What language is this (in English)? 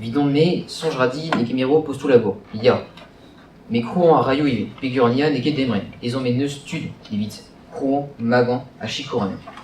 Breton